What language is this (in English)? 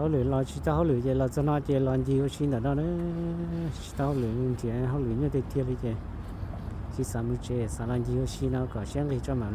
Hmong